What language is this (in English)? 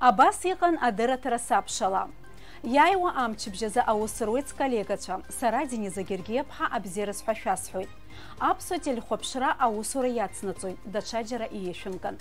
Abkhazian